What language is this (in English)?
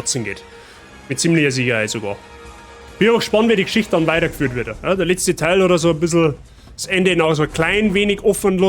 Bavarian